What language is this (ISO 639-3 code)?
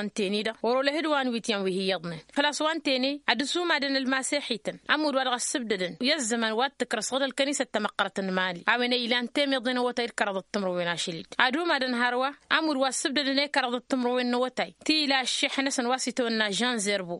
taq